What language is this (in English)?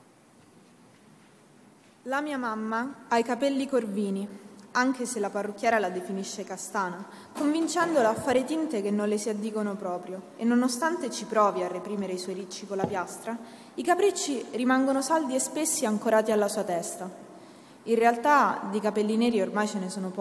Italian